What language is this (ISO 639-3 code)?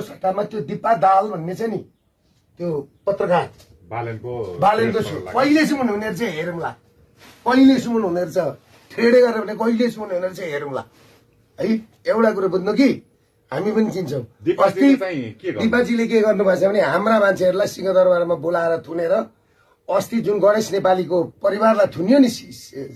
nep